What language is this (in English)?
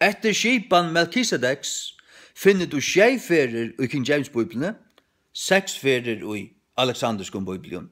Faroese